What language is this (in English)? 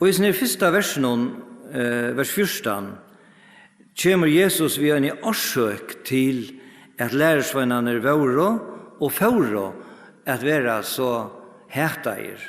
Faroese